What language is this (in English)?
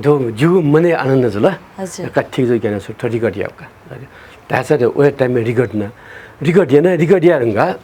Newari